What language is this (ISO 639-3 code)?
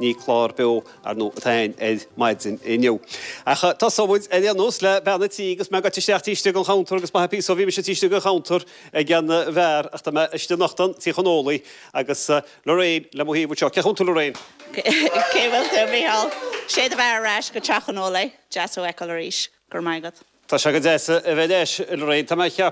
gle